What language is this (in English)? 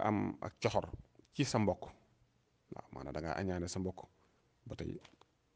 Wolof